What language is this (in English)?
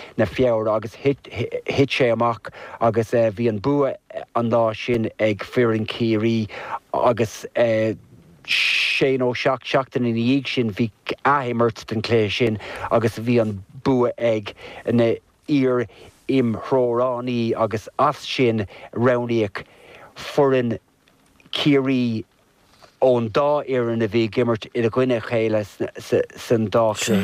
Irish